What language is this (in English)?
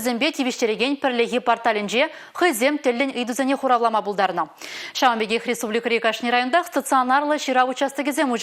Chuvash